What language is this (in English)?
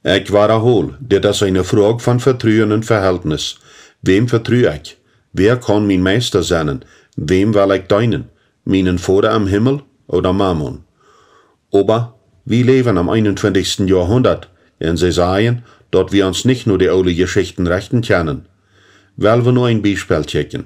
Plautdietsch